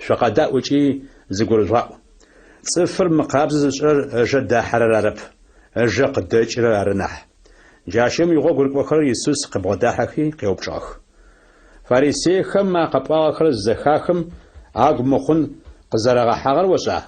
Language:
Adyghe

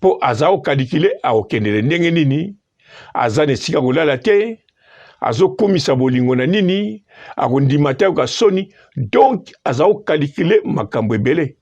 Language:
Lingala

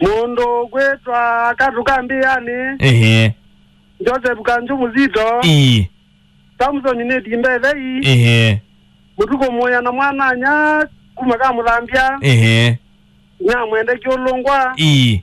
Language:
Kamba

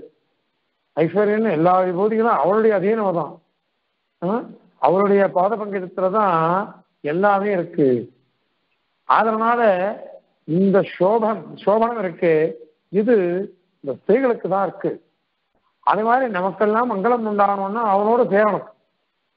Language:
Tamil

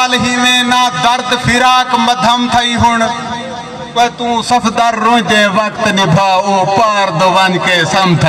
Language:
Saraiki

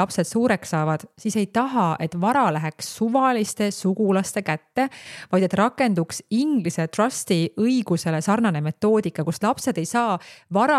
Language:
Estonian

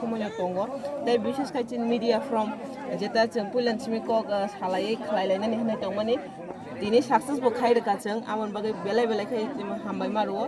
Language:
Kok Borok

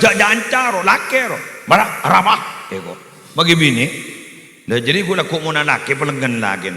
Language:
Madurese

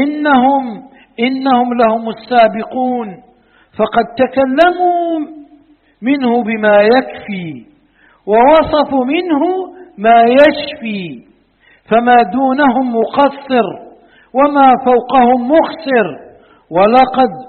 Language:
Arabic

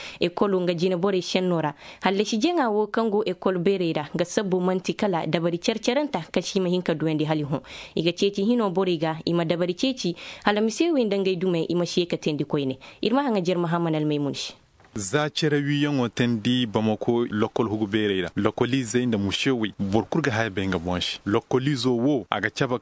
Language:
Zarma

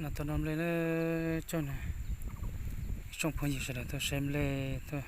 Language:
Hmong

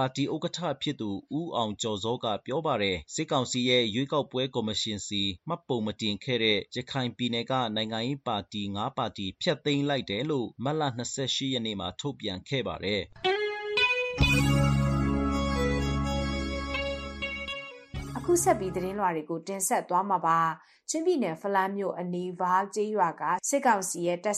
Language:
Burmese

